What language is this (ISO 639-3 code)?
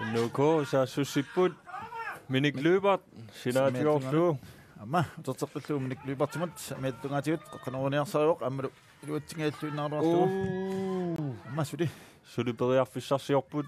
kal